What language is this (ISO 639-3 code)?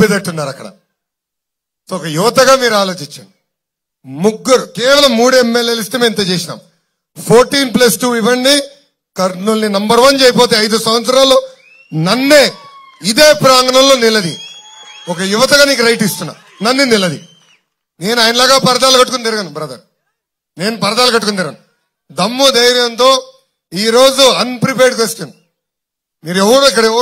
tel